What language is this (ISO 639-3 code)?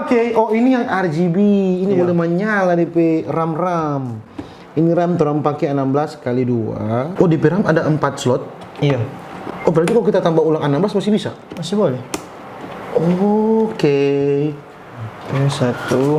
xmm